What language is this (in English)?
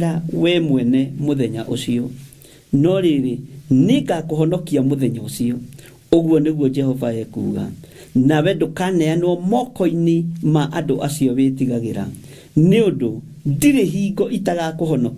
Kikuyu